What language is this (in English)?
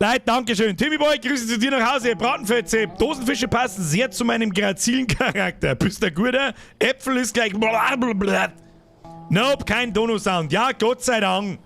Bavarian